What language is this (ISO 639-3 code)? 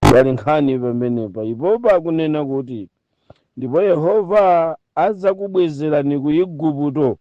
nya